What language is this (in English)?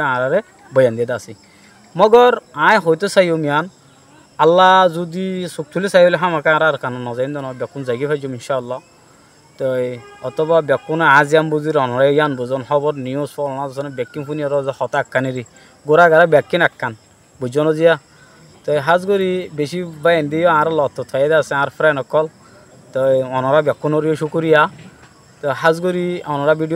Rohingya